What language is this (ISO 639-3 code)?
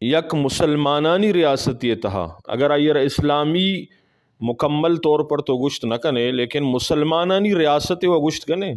bgp